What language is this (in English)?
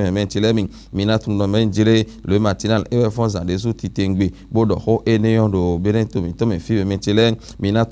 Fon